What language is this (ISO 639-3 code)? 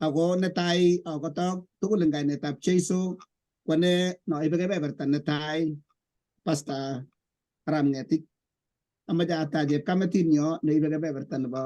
kln